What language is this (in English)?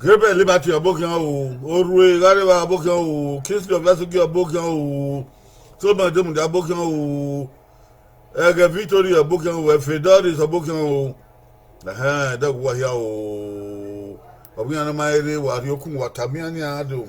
Bini